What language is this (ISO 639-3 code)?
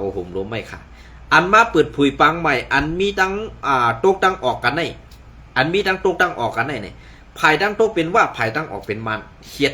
shn